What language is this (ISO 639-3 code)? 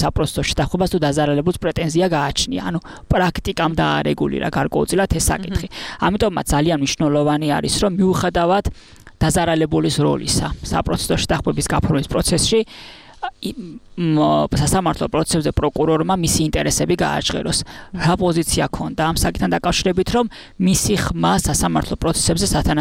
kat